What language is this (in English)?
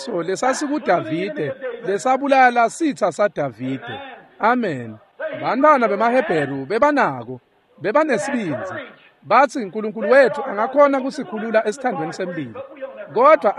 Swati